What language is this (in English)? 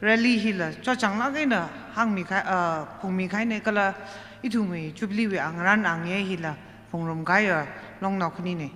Tangkhul Naga (India)